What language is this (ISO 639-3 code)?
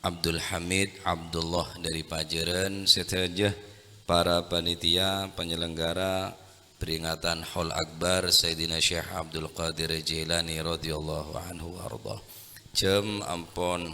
mad